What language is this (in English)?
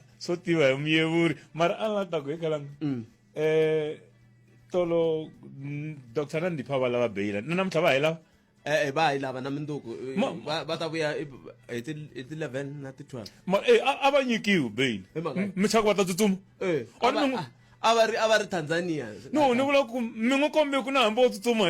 Tsonga